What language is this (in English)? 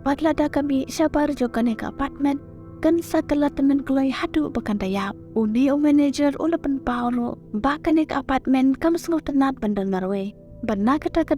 Khasi